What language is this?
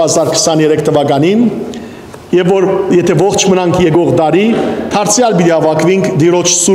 Western Armenian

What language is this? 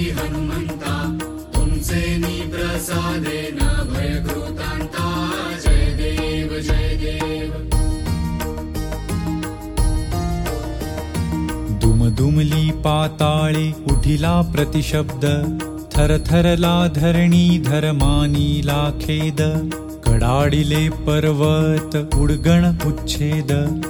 Marathi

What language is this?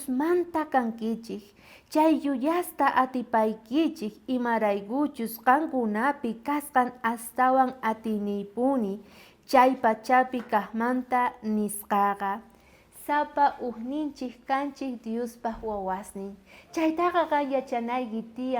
South Bolivian Quechua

